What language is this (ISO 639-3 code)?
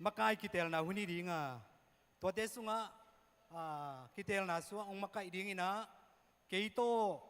ctd